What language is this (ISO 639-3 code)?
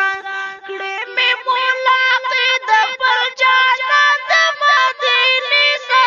pus